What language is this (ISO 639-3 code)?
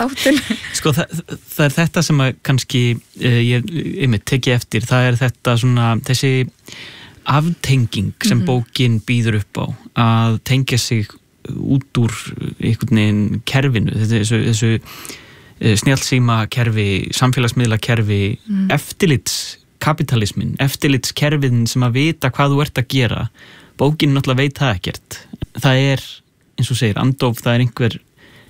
isl